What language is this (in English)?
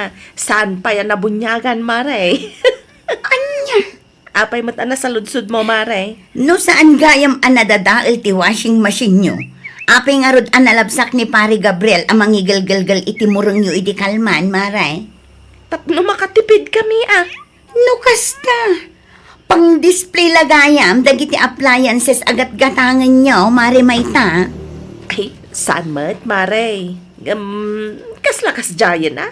Iloko